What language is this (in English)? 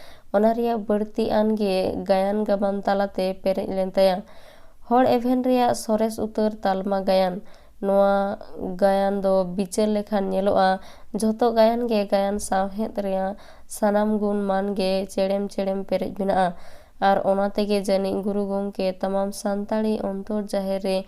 Santali